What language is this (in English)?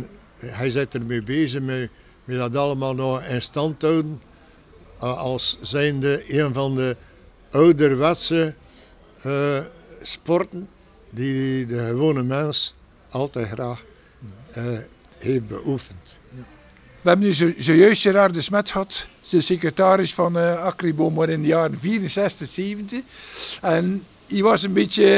Dutch